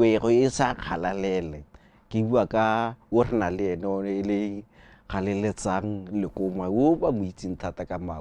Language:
Tswana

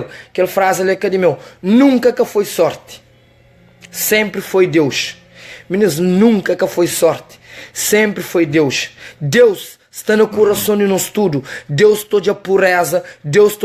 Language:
Kabuverdianu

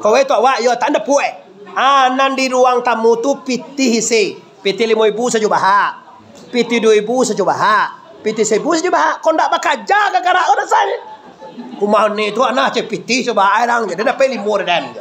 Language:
Minangkabau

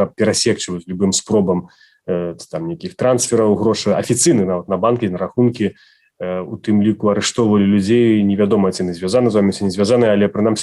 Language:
Belarusian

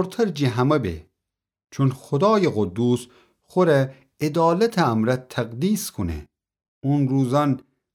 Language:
Gilaki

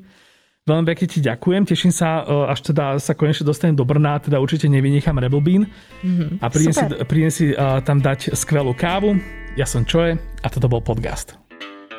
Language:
Slovak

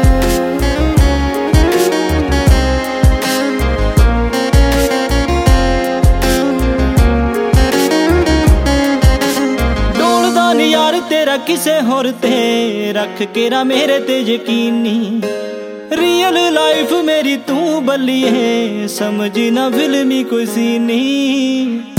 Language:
Punjabi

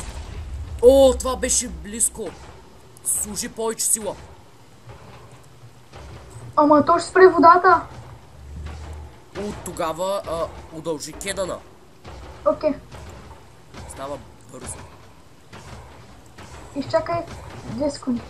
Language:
Bulgarian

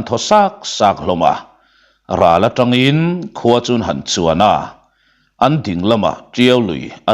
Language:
Mizo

